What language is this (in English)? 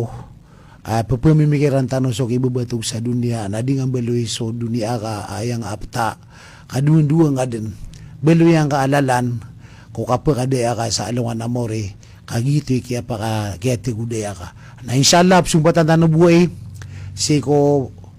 Maranao